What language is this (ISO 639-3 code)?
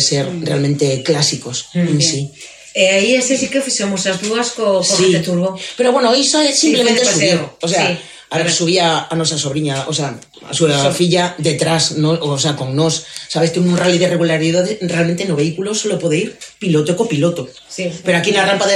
glg